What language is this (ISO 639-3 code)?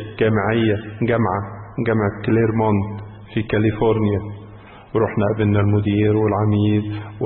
arz